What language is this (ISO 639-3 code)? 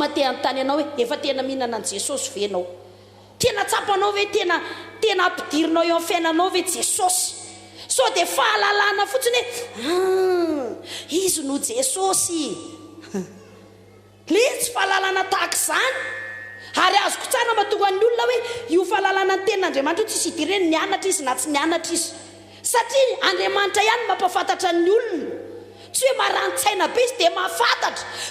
mlg